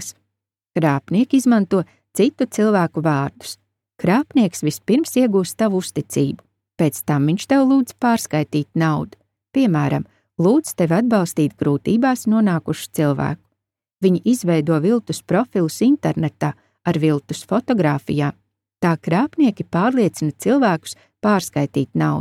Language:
Latvian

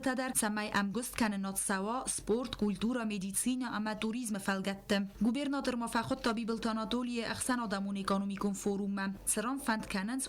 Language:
Ossetic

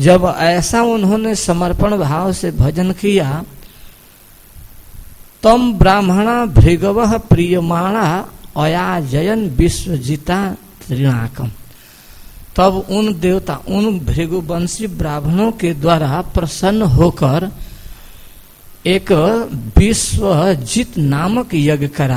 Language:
Hindi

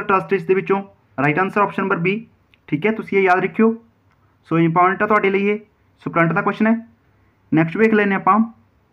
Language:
Punjabi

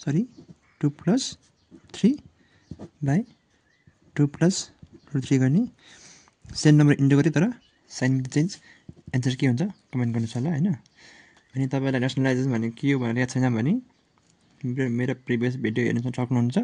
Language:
Nepali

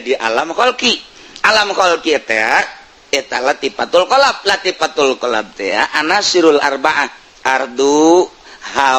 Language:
Sundanese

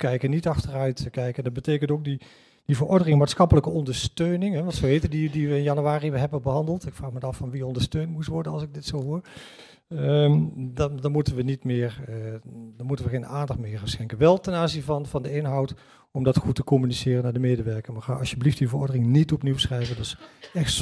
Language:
Dutch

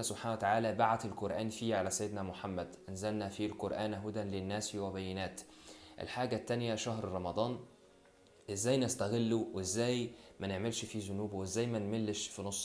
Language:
Egyptian Arabic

